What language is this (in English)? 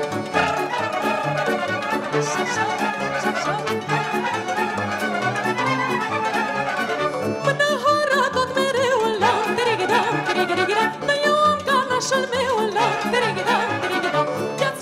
Romanian